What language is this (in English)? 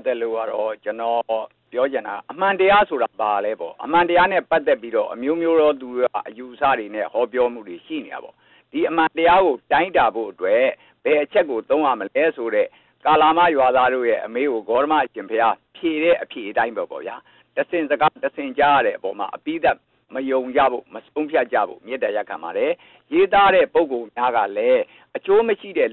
Burmese